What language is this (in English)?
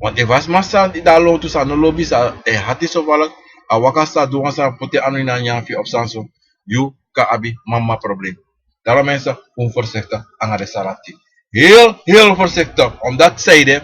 Sranan Tongo